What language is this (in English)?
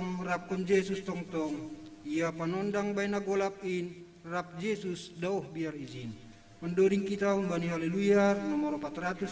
Batak Simalungun